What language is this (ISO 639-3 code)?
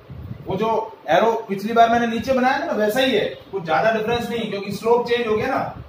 hin